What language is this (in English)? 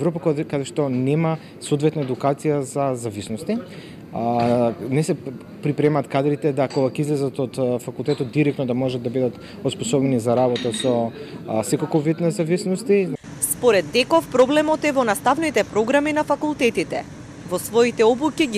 Macedonian